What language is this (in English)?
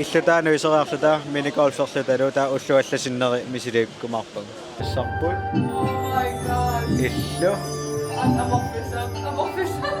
Kalaallisut